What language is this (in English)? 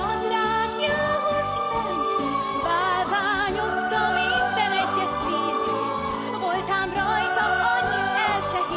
Hungarian